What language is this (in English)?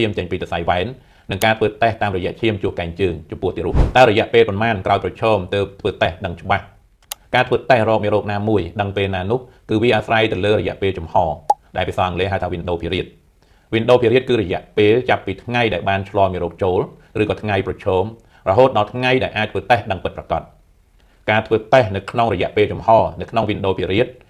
Khmer